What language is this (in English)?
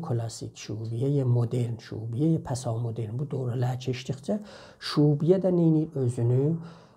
South Azerbaijani